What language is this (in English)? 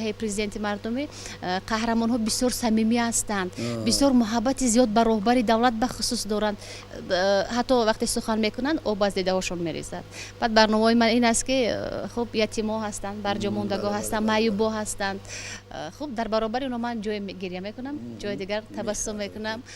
Tajik